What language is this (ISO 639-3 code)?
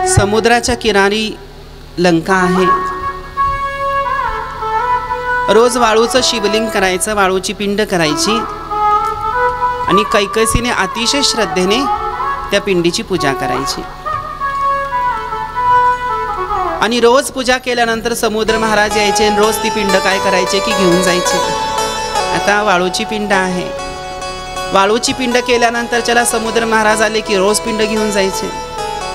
mar